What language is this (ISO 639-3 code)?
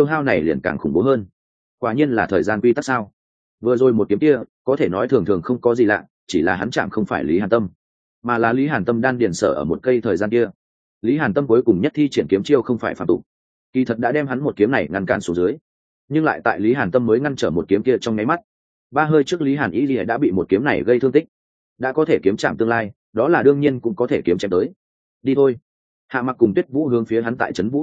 vie